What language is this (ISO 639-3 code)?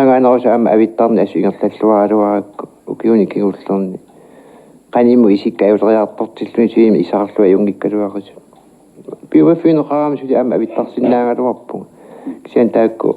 kal